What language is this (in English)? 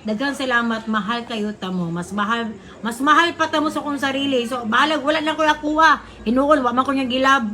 Cebuano